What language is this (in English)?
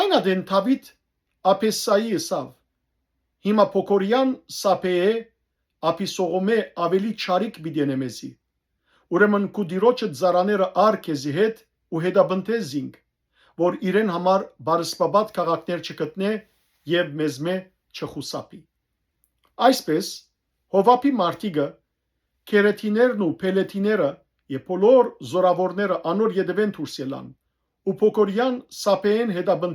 Western Armenian